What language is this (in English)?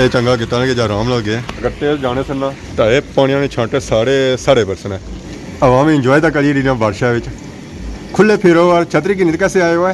Pahari-Potwari